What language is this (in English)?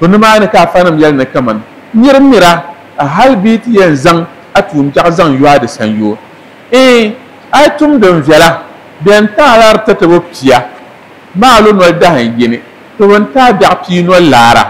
Dagbani